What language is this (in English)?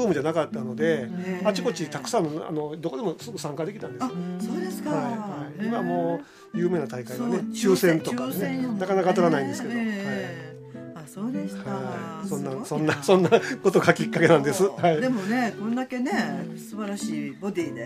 Japanese